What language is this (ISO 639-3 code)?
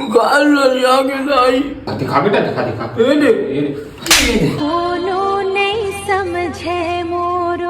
hne